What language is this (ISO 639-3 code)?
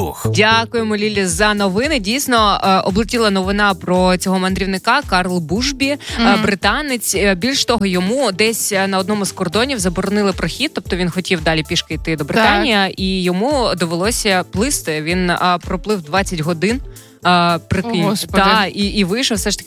ukr